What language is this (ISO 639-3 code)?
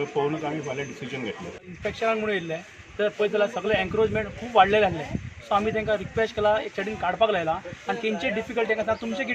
kok